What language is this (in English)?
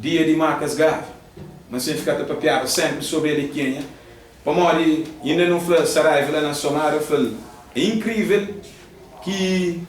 Kabuverdianu